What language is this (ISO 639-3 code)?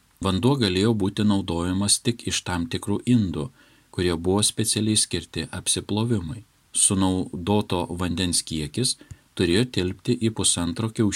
lit